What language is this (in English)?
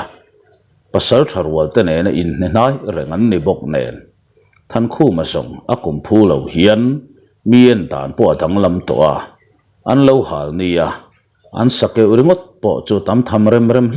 Mizo